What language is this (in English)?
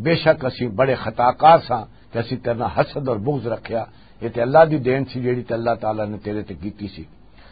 Western Panjabi